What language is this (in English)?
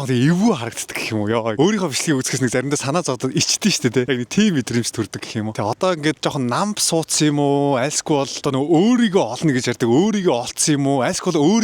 Mongolian